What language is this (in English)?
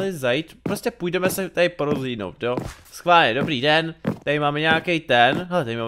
Czech